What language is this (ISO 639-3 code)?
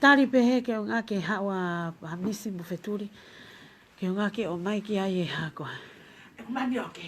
ton